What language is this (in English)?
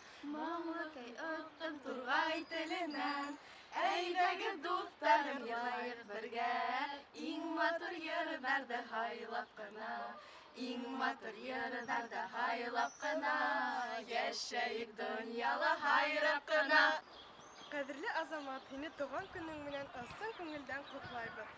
Bashkir